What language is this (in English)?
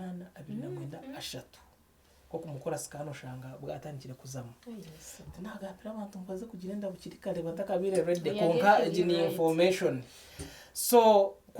Nyankole